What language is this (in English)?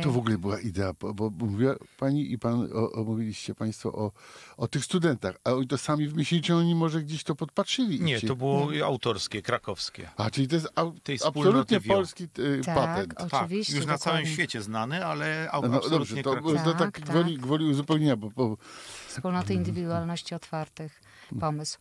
Polish